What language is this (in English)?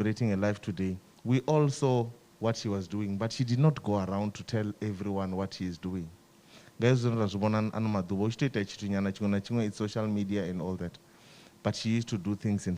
Venda